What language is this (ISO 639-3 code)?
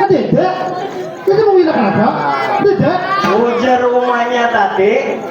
bjn